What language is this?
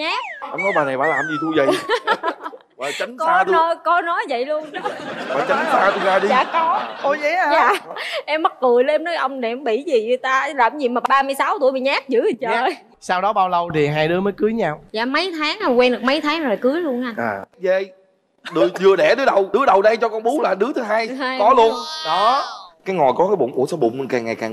Vietnamese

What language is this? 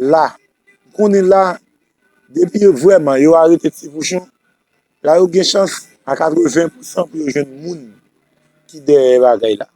Haitian Creole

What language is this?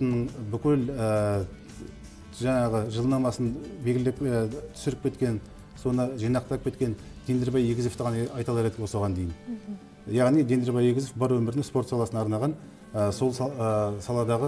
Kazakh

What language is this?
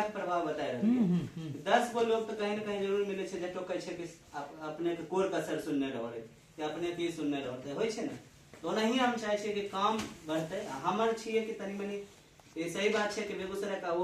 Angika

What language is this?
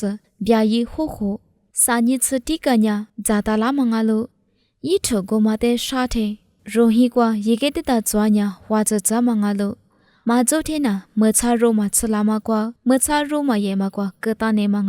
Lisu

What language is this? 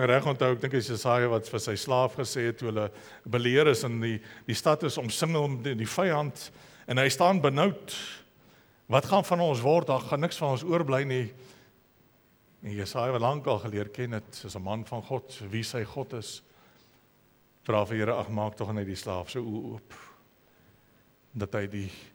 Afrikaans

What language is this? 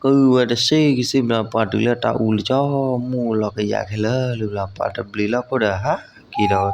S'gaw Karen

